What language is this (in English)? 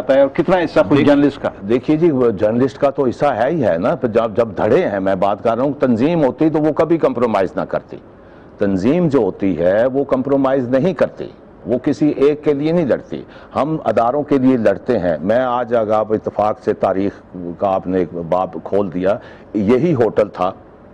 Urdu